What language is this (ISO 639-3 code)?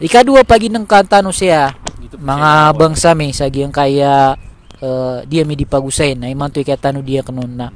mrw